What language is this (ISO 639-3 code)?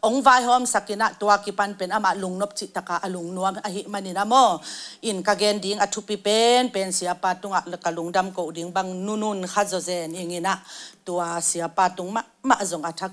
ctd